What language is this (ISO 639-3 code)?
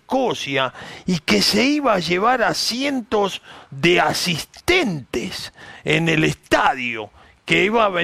spa